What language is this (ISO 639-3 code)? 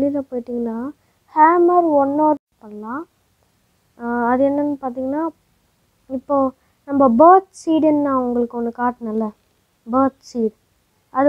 tam